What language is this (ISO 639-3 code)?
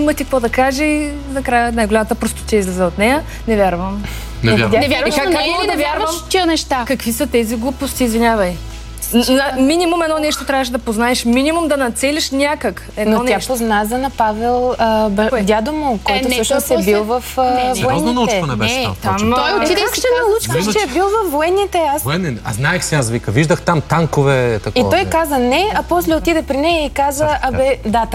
bul